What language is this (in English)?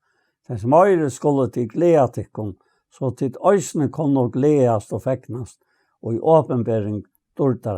Faroese